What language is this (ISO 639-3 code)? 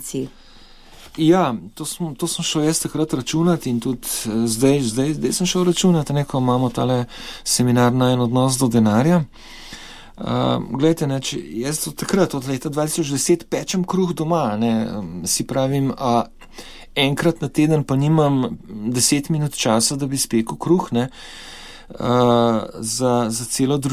slv